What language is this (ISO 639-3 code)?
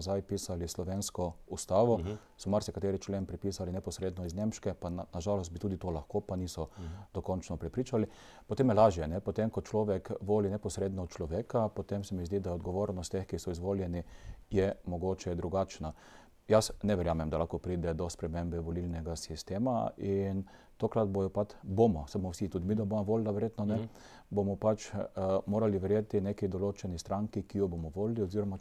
slv